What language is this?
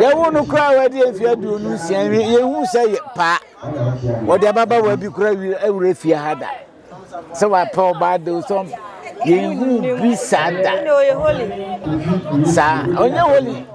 Akan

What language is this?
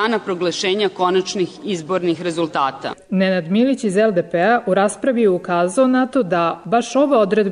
Serbian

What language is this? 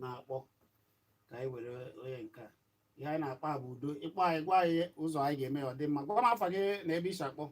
Igbo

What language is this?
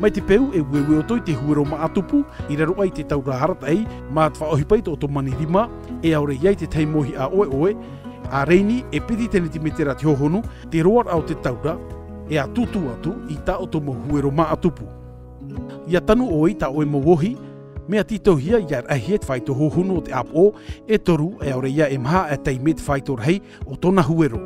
Tahitian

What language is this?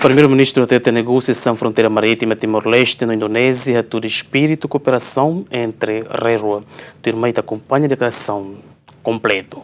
Tetum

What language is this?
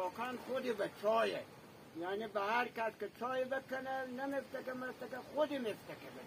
Hazaragi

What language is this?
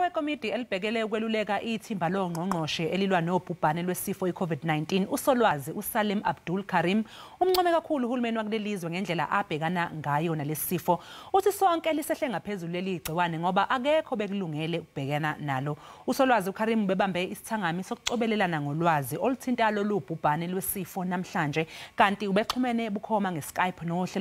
Zulu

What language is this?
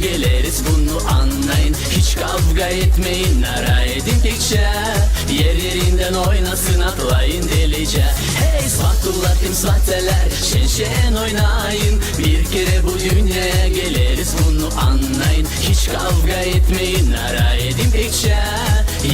Gagauz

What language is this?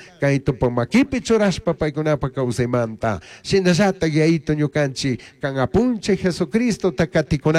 Chimborazo Highland Quichua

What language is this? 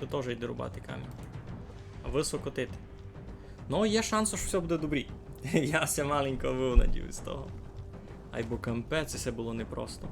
Rusyn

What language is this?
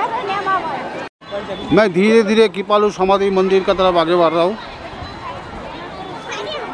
Hindi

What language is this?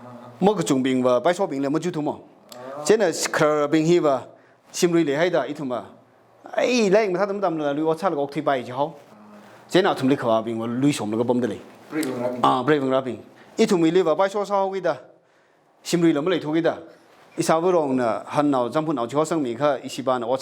Tangkhul Naga (India)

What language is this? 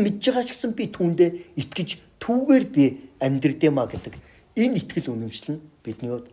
Mongolian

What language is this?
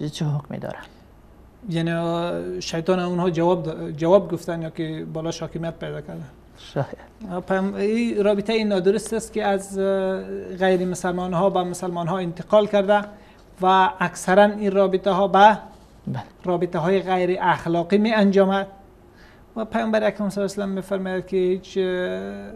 Persian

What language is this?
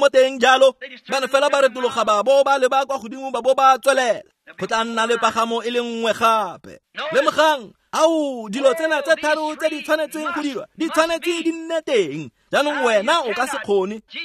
Tswana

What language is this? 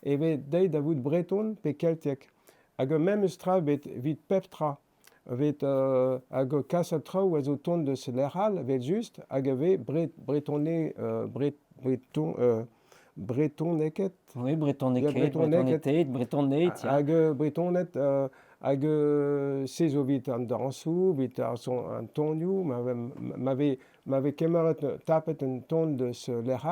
Breton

